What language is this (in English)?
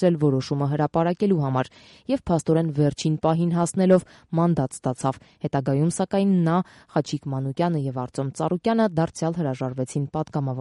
Armenian